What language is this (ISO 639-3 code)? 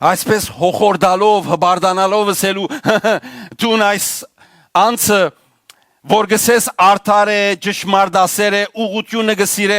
hyw